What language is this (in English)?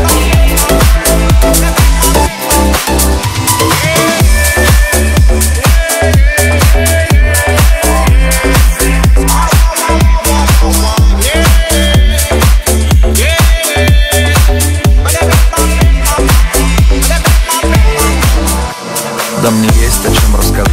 Russian